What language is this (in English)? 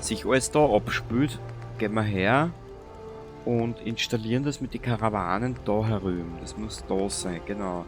Bavarian